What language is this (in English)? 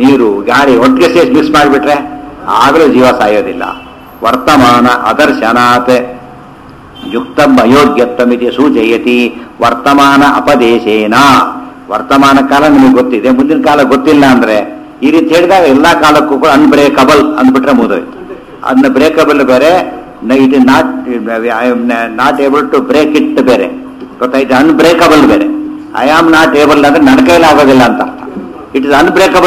Kannada